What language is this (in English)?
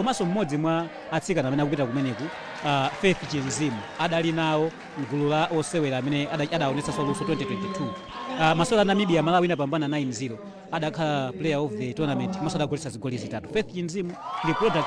Nyanja